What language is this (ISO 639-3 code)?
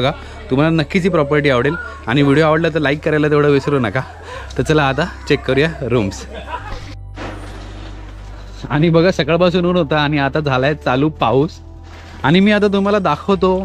mar